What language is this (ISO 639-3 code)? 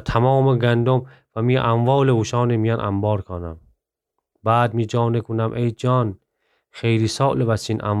glk